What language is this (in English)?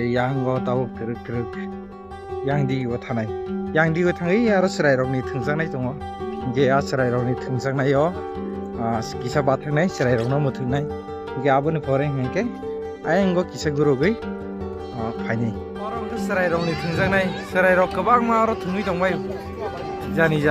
Kok Borok